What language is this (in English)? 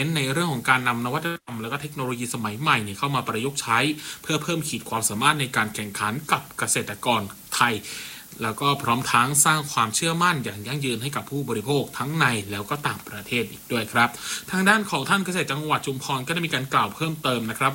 Thai